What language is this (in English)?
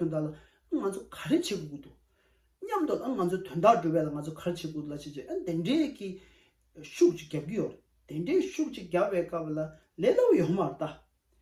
Tibetan